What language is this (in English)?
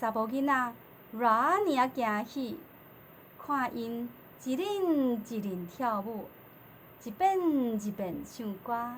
Min Nan Chinese